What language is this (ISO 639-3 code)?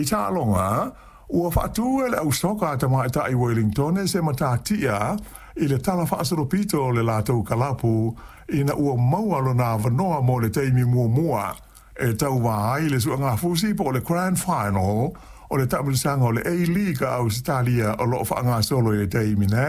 smo